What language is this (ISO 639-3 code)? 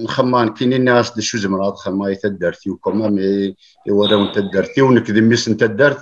kab